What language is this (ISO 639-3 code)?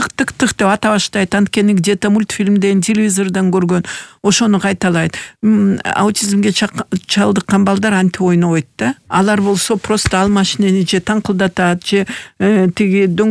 kir